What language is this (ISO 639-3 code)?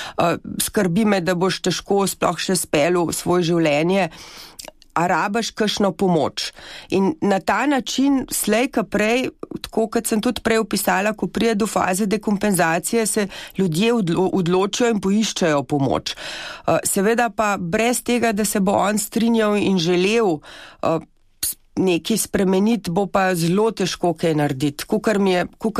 slv